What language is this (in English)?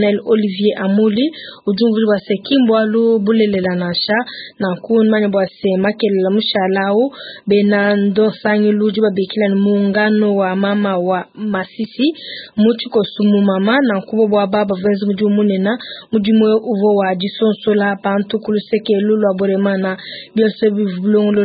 Luba-Lulua